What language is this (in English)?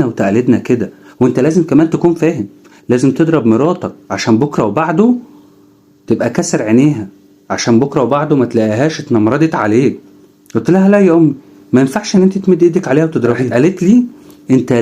Egyptian Arabic